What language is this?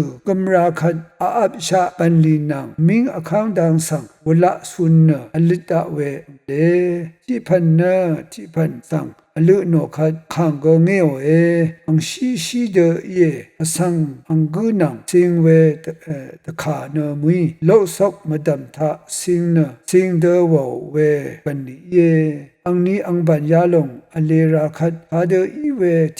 Rawang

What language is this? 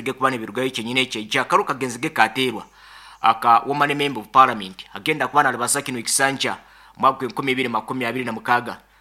Nyankole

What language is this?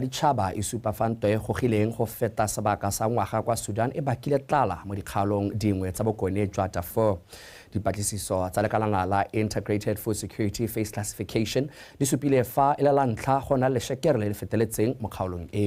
Tswana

